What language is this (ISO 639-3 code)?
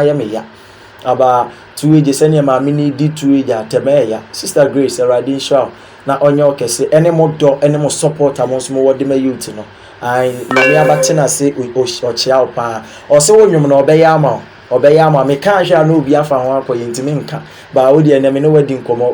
aka